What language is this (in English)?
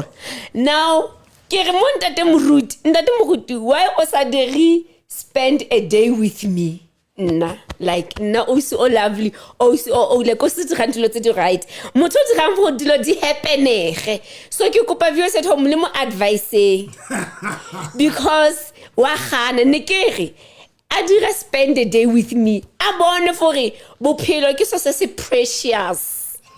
Southern Sotho